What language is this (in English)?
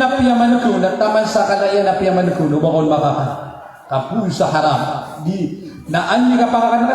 Maranao